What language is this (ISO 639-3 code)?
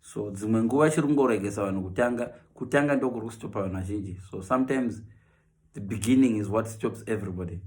sna